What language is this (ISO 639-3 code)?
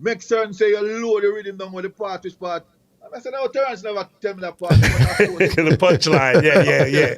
jam